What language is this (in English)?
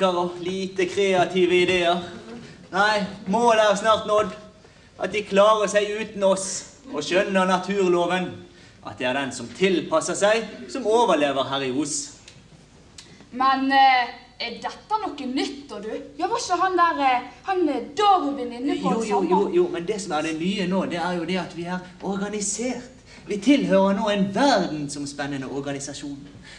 Norwegian